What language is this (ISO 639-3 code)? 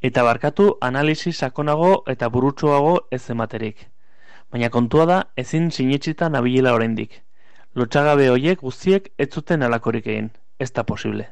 eus